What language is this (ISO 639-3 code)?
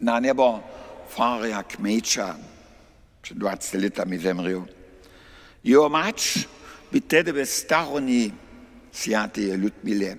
hsb